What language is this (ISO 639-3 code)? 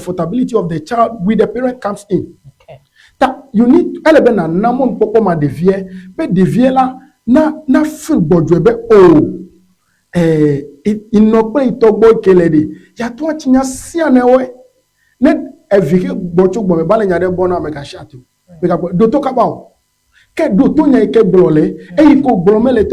ewe